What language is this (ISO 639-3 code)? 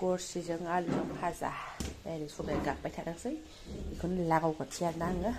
brx